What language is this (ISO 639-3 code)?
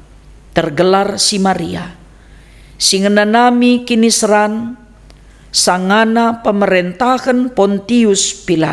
btx